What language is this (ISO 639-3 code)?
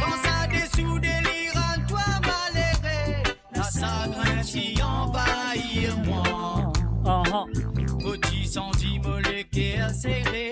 mfe